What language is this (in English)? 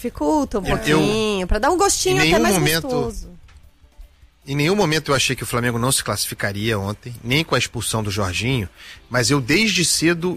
Portuguese